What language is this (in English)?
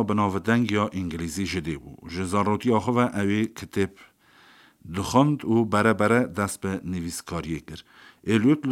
Kurdish